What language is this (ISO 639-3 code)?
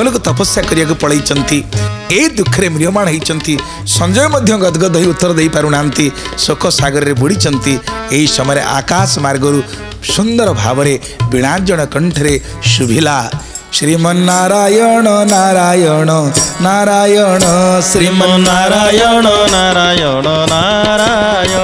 ori